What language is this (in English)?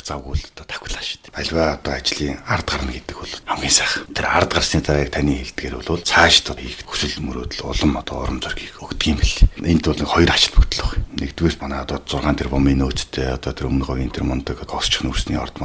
Mongolian